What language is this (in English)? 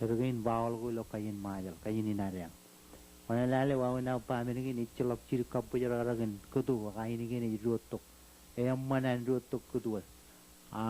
Marshallese